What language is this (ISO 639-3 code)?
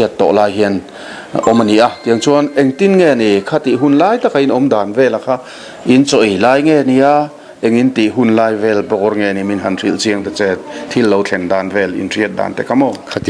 lus